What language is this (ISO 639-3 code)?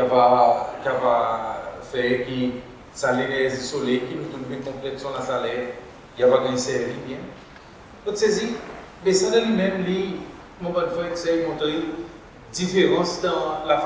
crs